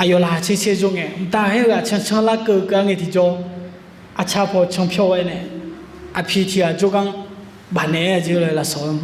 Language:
Akha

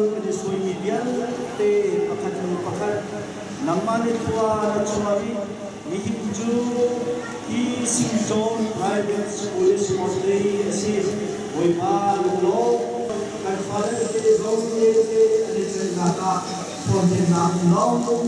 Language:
Hakha Chin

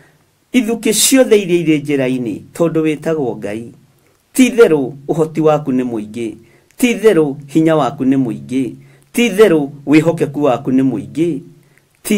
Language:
Kikuyu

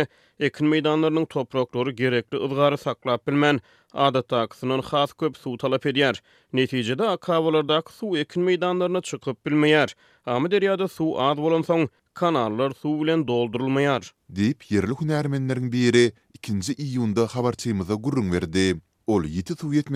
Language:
Turkmen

